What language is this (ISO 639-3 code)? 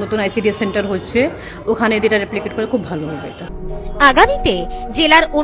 ben